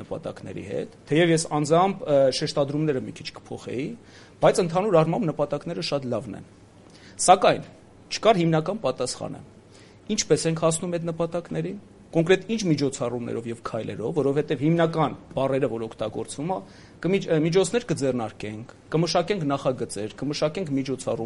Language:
Armenian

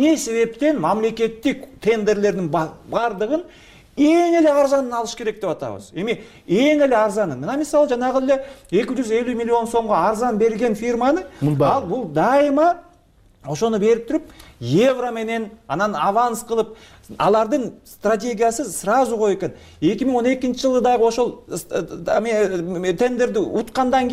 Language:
Kyrgyz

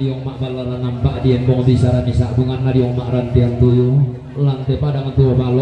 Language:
Toraja-Sa'dan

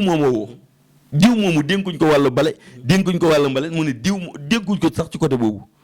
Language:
Wolof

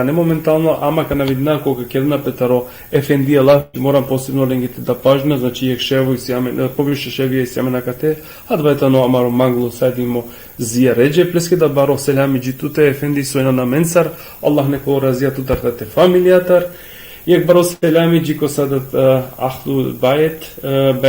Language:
Balkan Romani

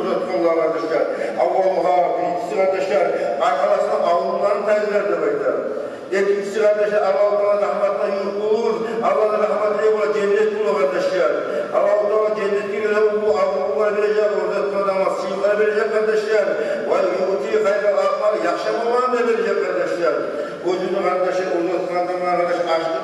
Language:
Kumyk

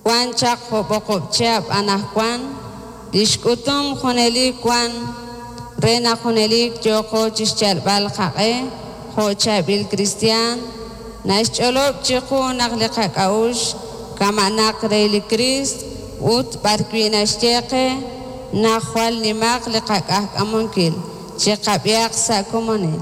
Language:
Kekchí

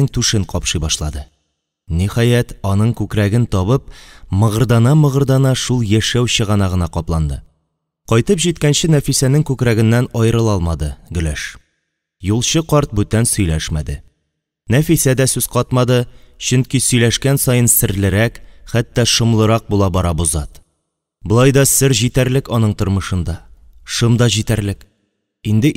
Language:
Tatar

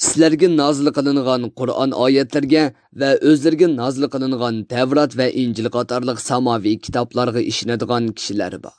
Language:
Uyghur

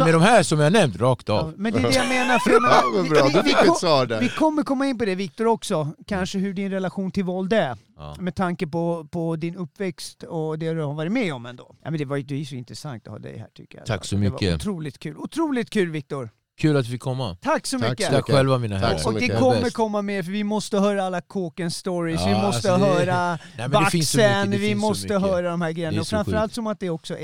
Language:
Swedish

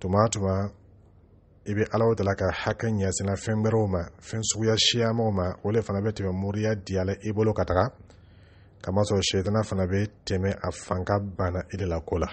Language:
Dyula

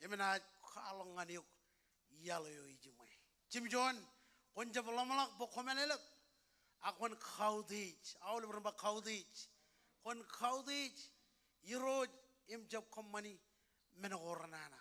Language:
Marshallese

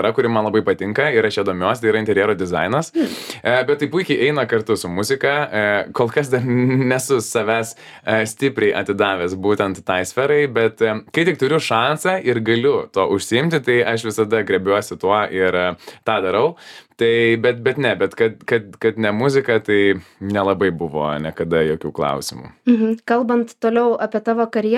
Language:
Lithuanian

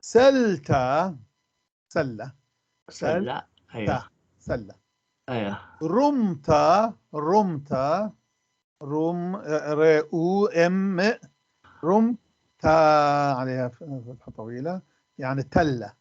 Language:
North Levantine Arabic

